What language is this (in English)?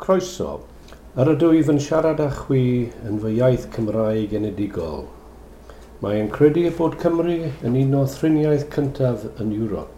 Welsh